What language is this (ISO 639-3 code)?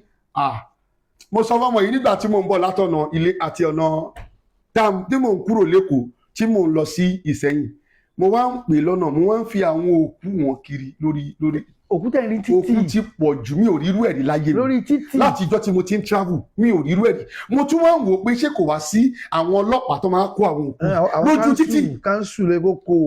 yor